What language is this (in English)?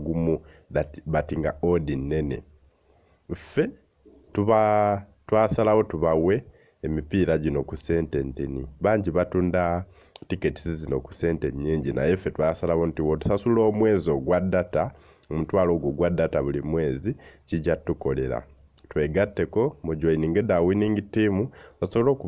Ganda